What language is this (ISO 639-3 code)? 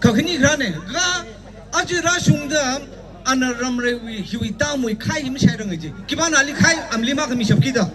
nmf